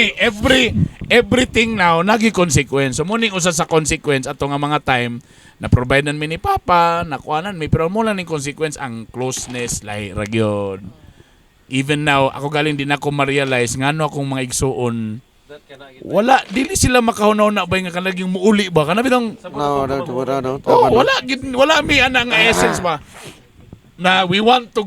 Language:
Cebuano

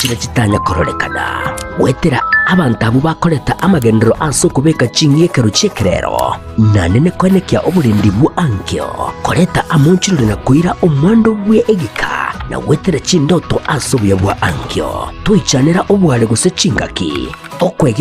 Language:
Gusii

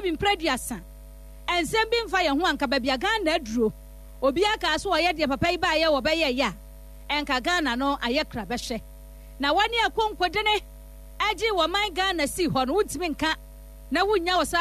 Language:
Akan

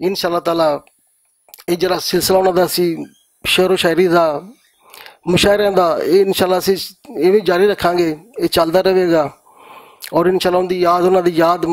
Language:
Western Panjabi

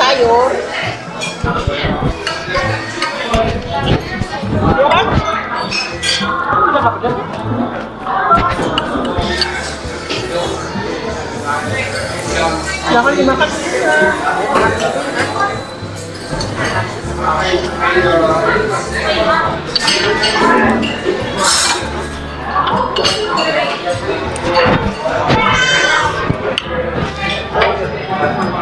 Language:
Indonesian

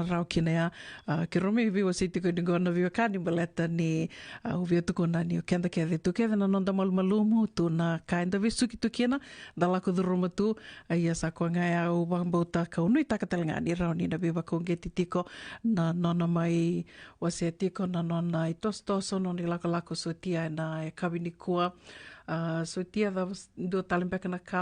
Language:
Fijian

